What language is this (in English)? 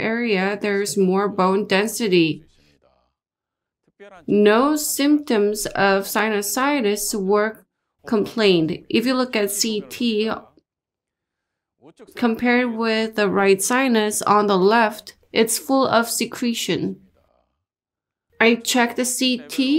English